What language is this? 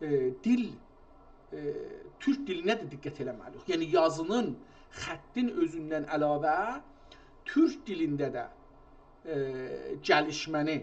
South Azerbaijani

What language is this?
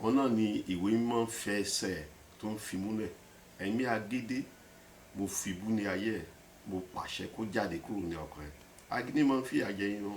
Yoruba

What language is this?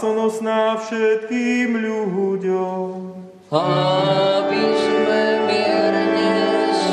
Slovak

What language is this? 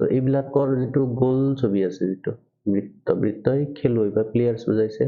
Assamese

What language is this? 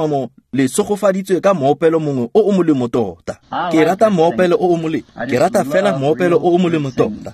Tswana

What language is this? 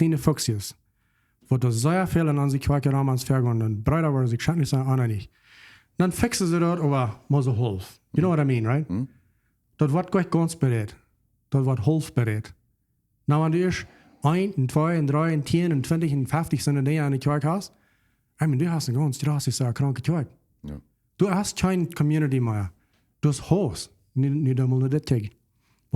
Plautdietsch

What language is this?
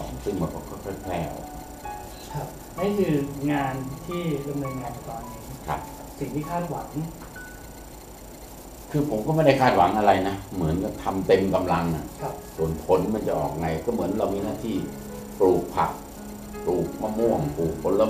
Thai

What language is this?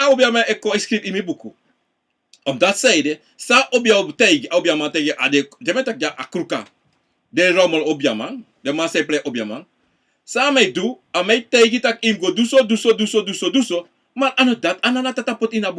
Sranan Tongo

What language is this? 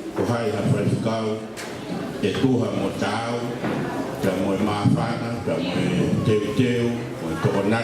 Tongan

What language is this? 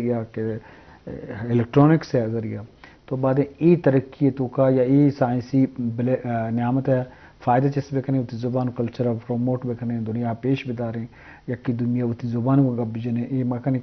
Eastern Balochi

